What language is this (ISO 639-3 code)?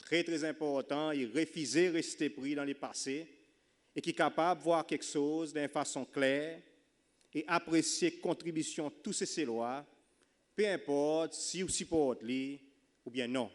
crs